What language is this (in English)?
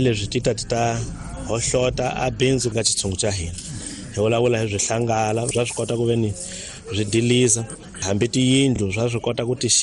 Tsonga